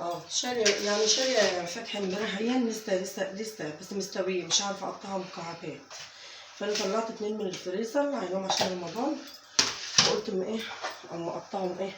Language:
Egyptian Arabic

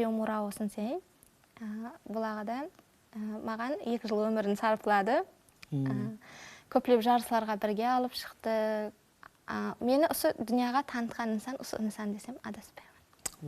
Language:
Kara-Kalpak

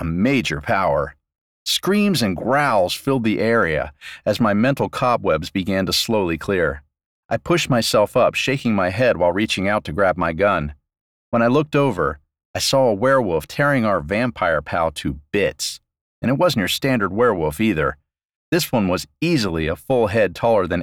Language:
English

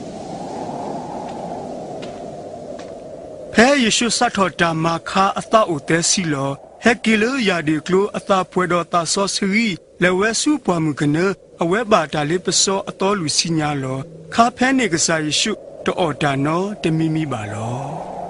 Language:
S'gaw Karen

